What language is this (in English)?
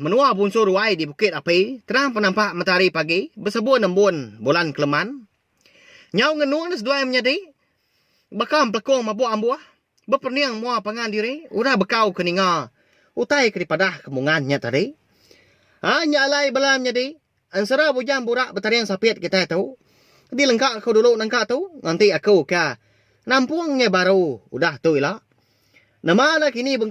Iban